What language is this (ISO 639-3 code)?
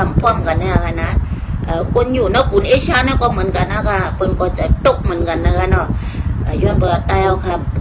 shn